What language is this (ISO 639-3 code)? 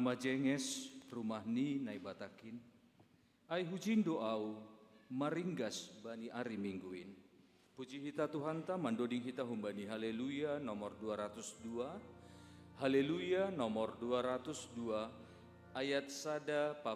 bts